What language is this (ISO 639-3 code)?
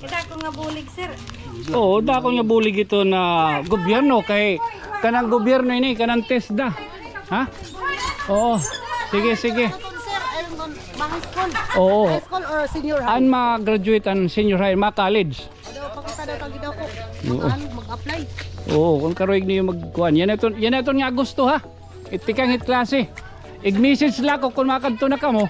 war